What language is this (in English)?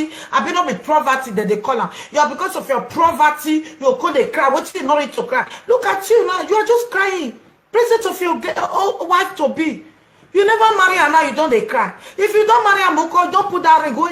Nigerian Pidgin